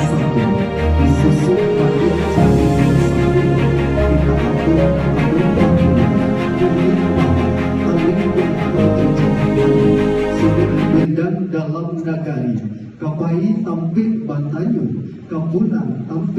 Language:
Minangkabau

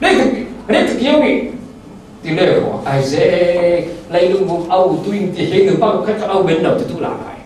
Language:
Falam Chin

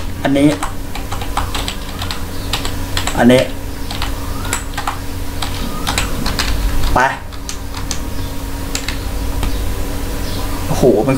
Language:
Thai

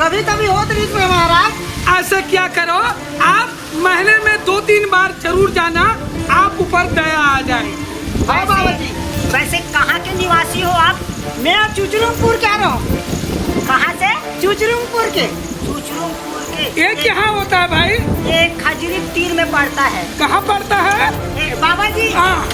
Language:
Chhattisgarhi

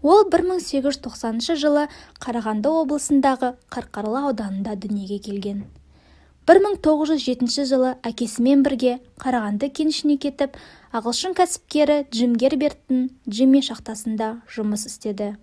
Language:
Kazakh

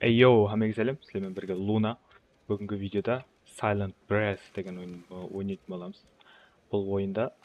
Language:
Kara-Kalpak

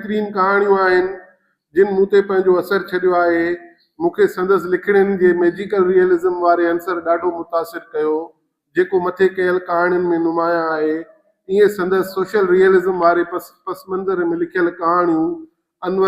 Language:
Sindhi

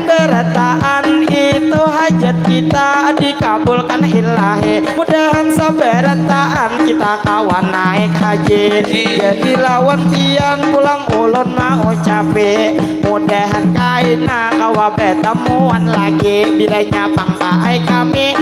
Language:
Banjar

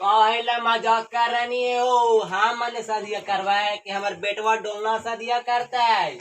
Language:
Magahi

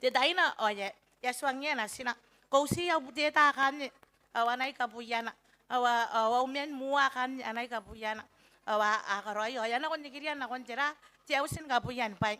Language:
Gilbertese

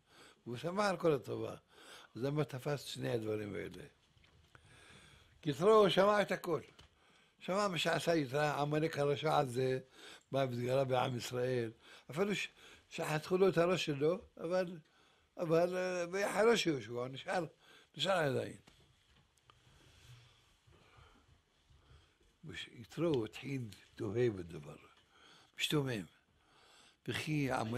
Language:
Hebrew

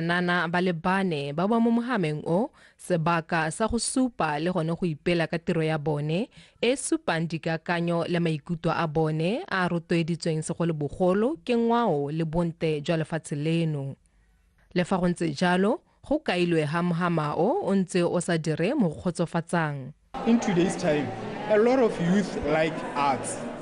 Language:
Tswana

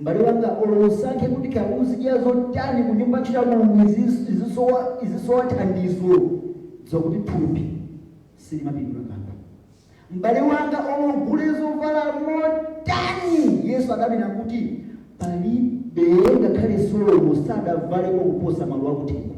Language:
Nyanja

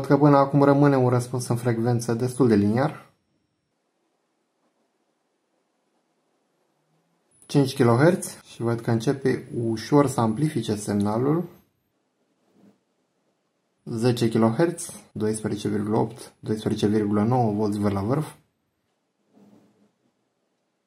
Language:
Romanian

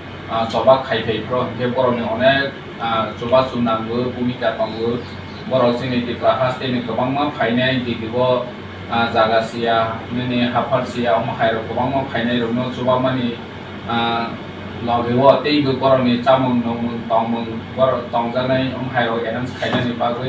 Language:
Kok Borok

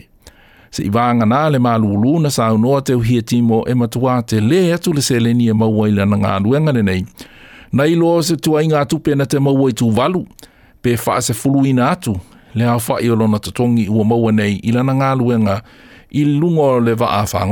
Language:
Samoan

